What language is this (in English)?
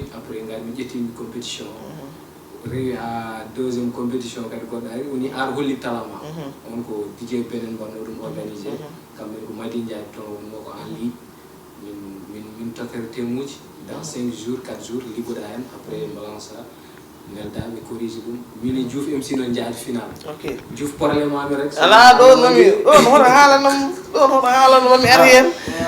Fula